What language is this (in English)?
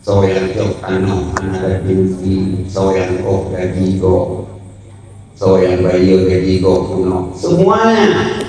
Achinese